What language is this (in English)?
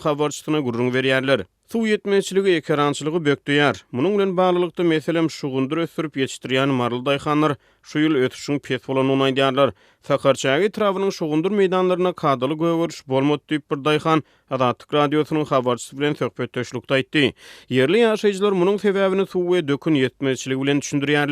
Turkmen